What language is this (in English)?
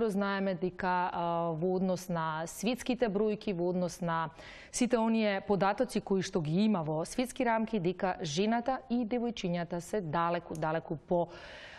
Macedonian